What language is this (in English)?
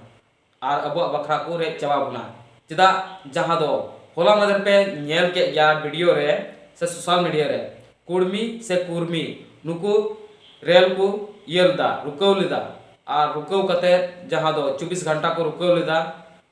Santali